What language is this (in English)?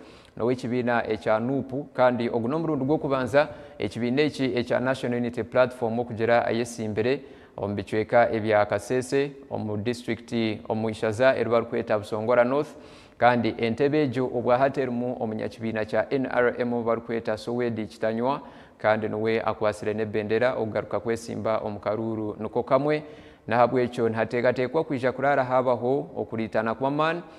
Nyankole